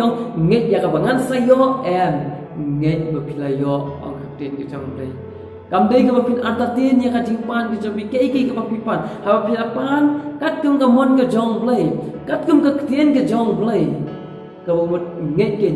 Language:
Khasi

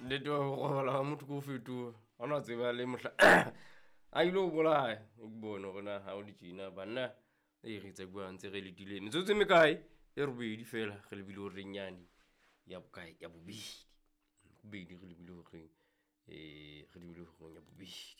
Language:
Southern Sotho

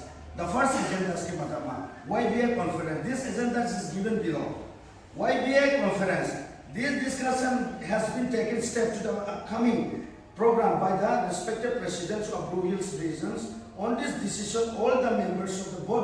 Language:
Riang (India)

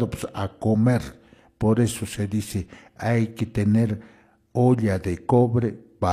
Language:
Quechua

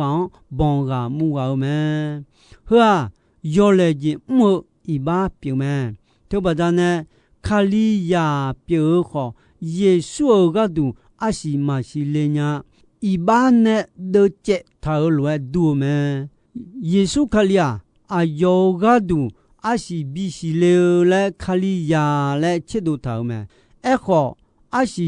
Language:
Akha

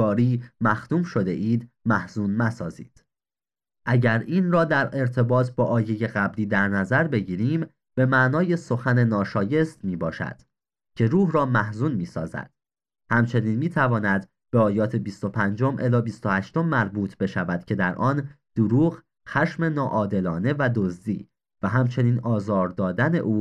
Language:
Persian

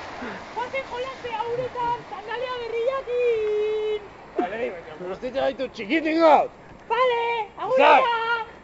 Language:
Basque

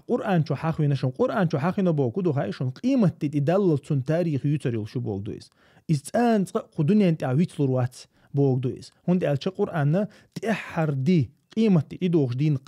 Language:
Chechen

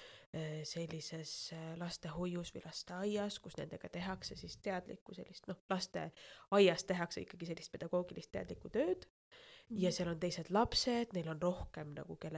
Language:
Estonian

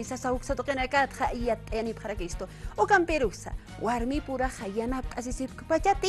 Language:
Aymara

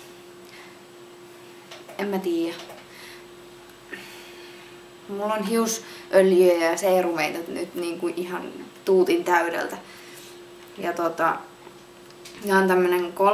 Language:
Finnish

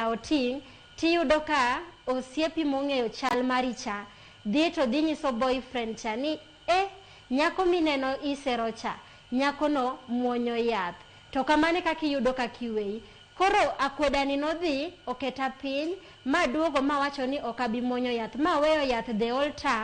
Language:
Luo (Kenya and Tanzania)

